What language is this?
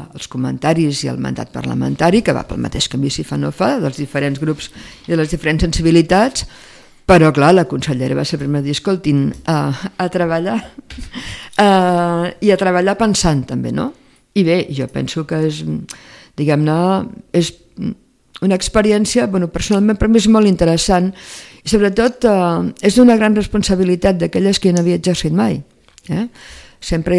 Catalan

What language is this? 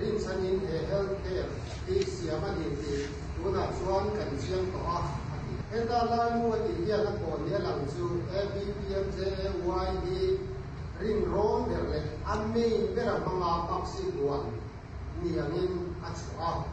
Mizo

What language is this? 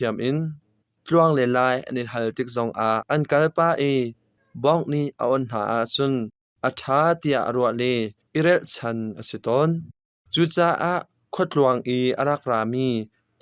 Hakha Chin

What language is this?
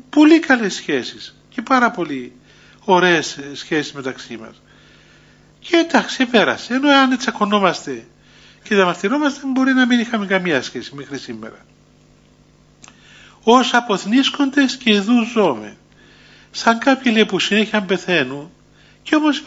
Greek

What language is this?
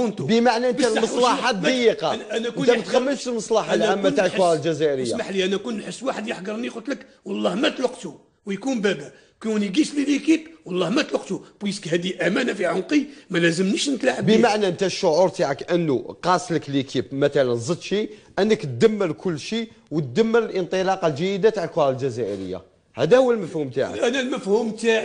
Algerian Arabic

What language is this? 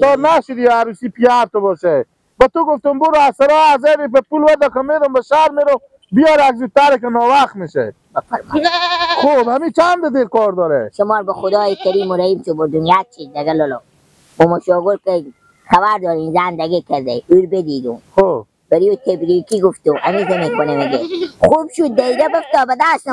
Persian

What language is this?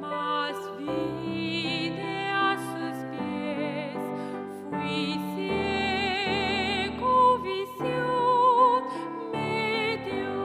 Guarani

